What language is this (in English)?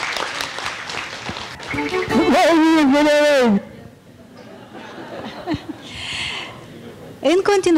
Romanian